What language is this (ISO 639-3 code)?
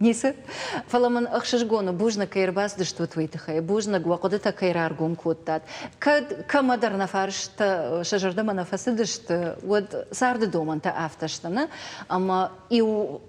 oss